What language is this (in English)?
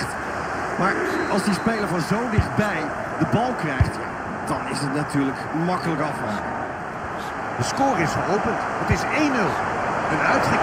Dutch